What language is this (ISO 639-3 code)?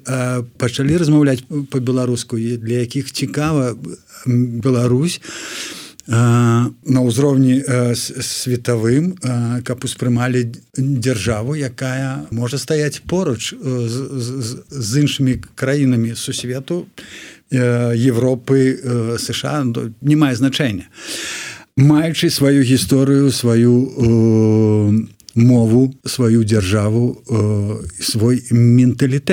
bel